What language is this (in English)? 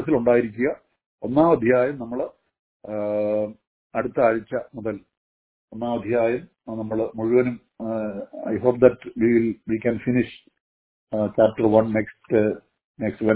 Malayalam